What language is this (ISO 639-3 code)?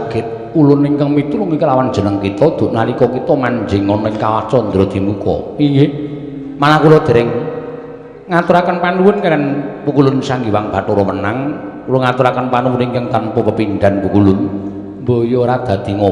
jav